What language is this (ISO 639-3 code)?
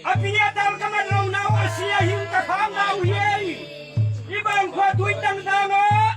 ctd